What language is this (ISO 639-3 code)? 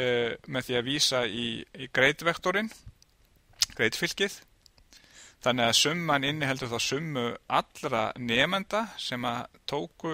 isl